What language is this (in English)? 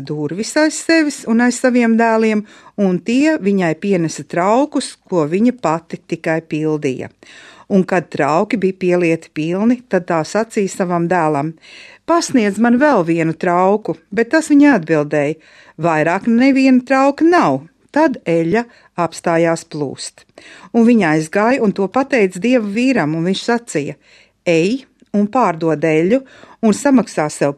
Latvian